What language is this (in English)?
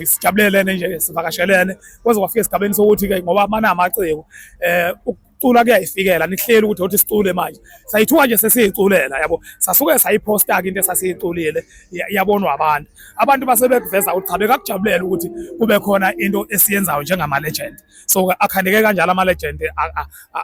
Zulu